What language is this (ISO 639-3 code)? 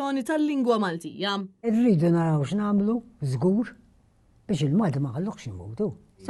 mlt